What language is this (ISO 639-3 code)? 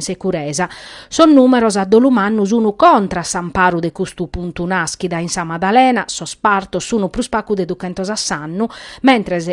srd